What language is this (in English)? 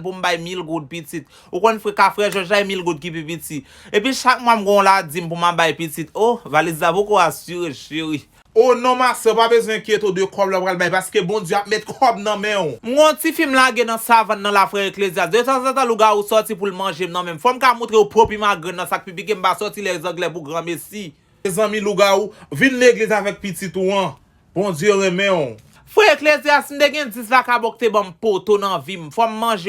Haitian Creole